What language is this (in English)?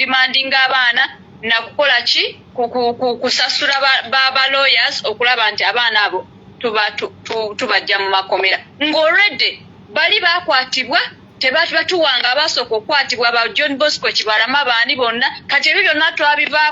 Ganda